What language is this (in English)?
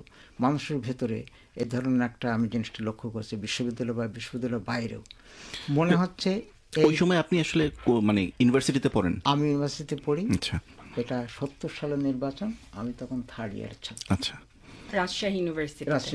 Bangla